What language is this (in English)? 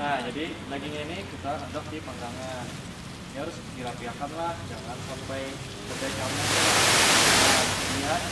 Banjar